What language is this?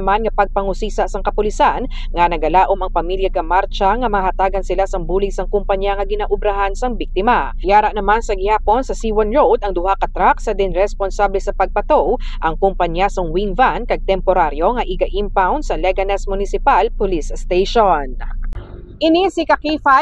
Hiligaynon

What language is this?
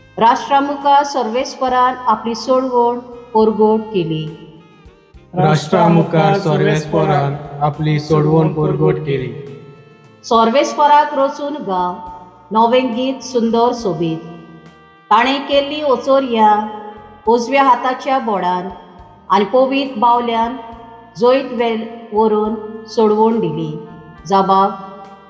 Konkani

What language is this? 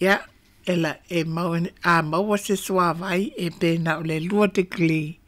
Samoan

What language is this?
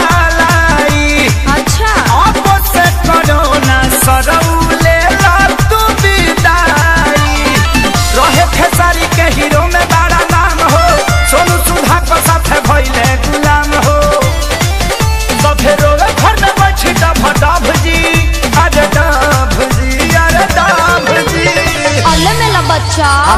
Bhojpuri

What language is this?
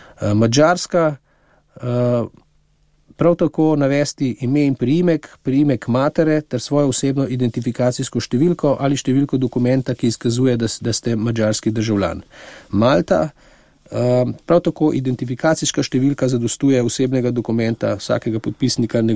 Slovenian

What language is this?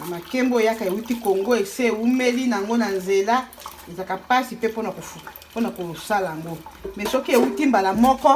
Lingala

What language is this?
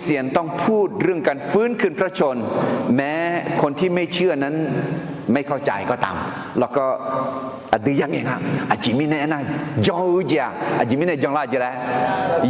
Akha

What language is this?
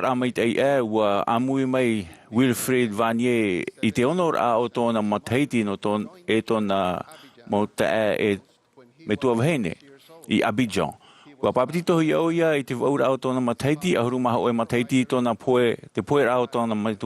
Tahitian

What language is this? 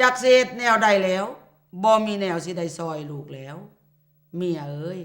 Lao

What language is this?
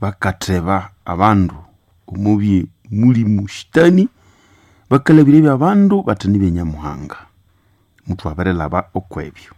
Nande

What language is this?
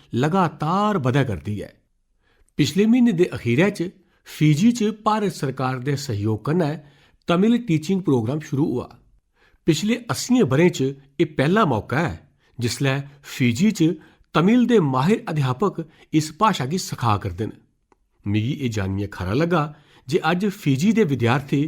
Dogri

